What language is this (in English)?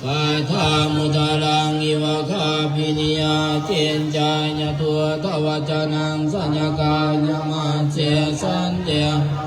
Pali